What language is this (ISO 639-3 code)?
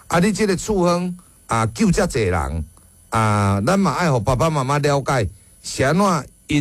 nan